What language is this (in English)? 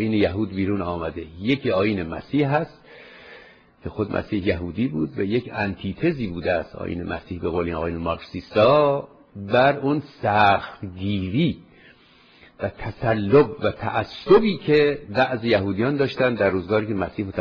Persian